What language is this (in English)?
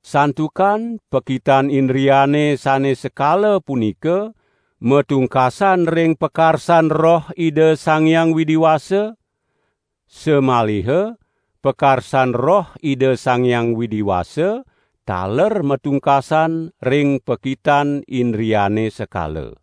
Balinese